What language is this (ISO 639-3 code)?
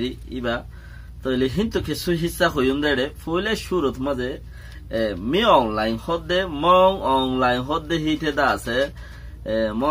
rhg